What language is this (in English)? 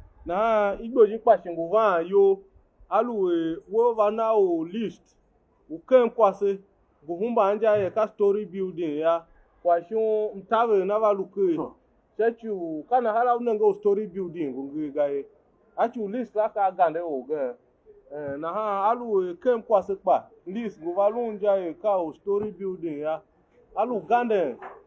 Tiv